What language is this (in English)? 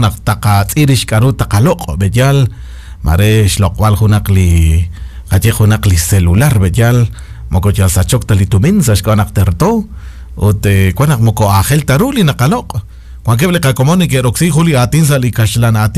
Kekchí